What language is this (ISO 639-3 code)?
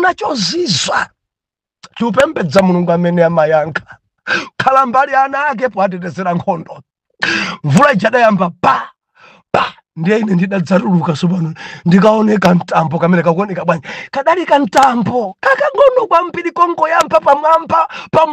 nya